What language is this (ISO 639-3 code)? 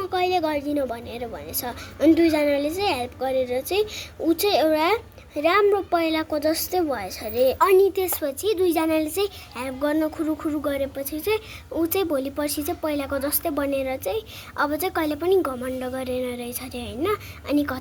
nep